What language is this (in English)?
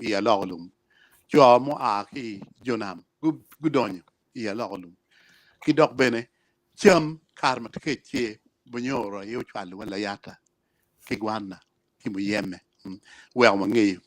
Acoli